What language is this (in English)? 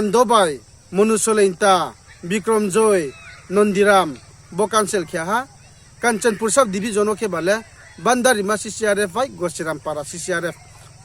Riang (India)